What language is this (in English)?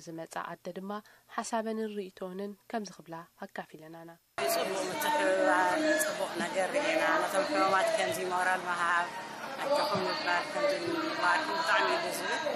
Tigrinya